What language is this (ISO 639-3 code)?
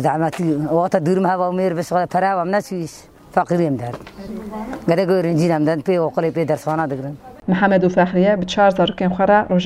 kur